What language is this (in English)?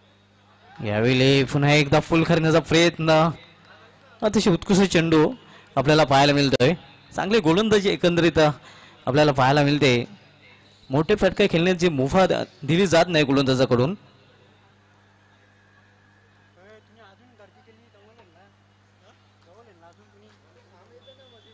Marathi